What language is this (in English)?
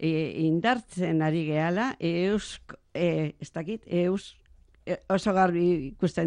Basque